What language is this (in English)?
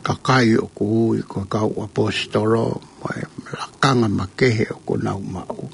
Tongan